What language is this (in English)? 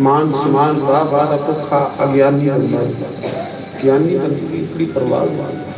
Dogri